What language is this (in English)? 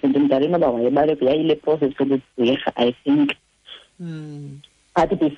Xhosa